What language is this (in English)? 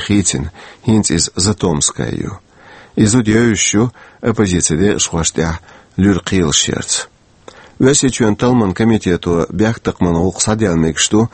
Chechen